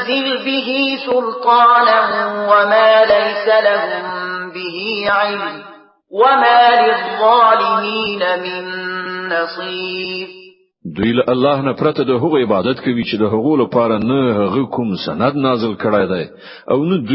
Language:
Pashto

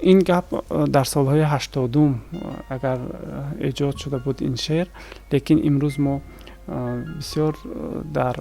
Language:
Tajik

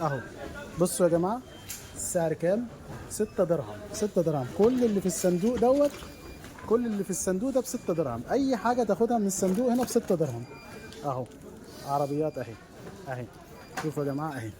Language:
Egyptian Arabic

